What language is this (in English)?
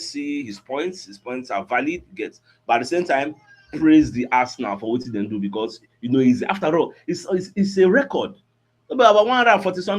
Nigerian Pidgin